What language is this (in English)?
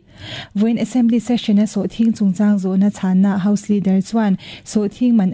Mizo